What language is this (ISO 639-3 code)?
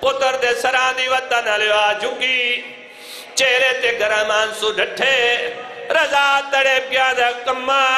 skr